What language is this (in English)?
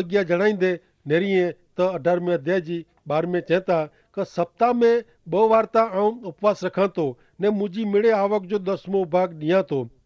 Kachhi